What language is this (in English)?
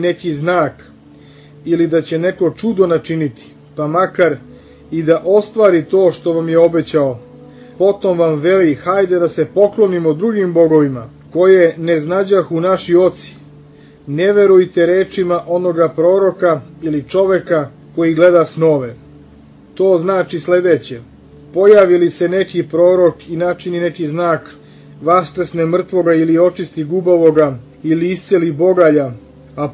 Serbian